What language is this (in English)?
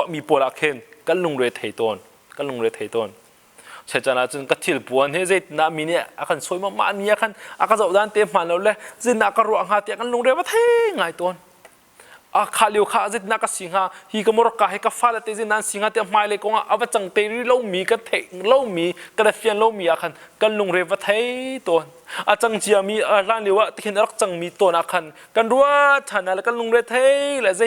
Hakha Chin